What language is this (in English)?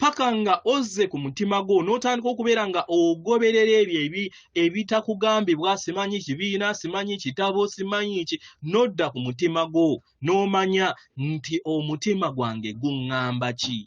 Ganda